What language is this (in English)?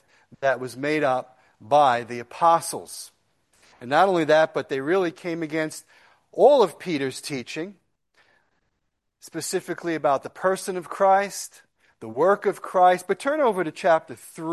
English